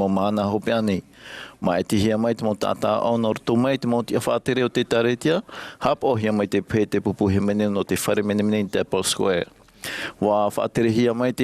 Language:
Tahitian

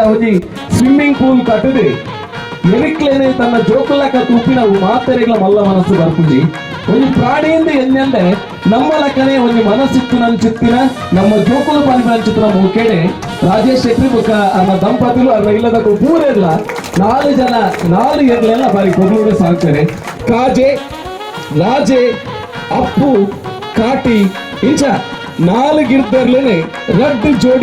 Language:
Tulu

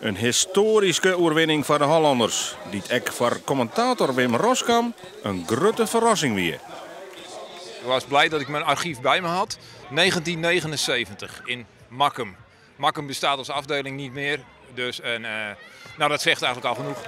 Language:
Western Frisian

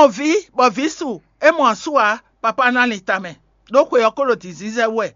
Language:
Fon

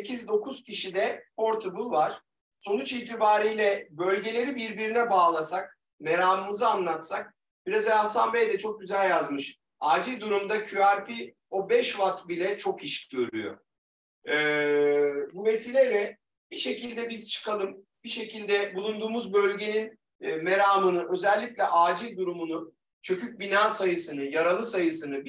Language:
Turkish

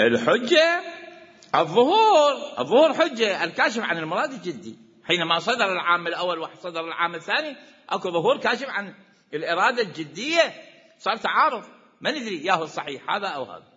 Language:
Mesopotamian Arabic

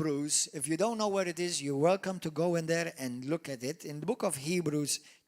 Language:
English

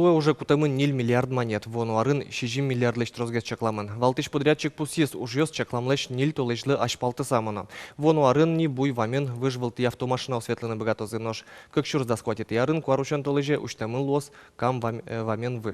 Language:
Udmurt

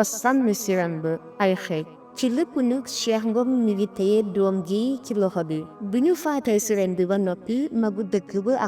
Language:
Wolof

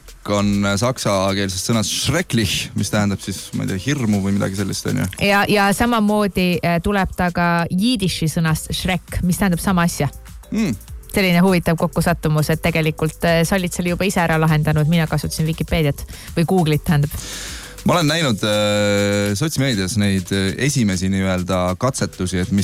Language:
Estonian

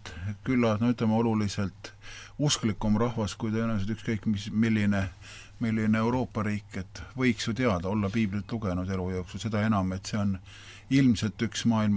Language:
Estonian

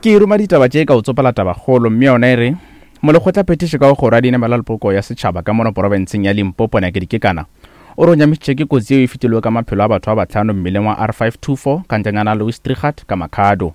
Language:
Northern Sotho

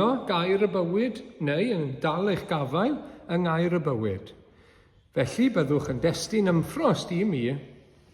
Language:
Welsh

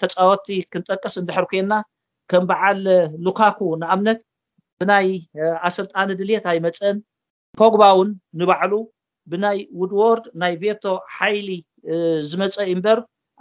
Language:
Tigrinya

